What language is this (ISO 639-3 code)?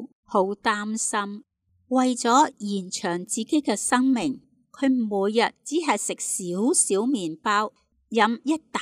yue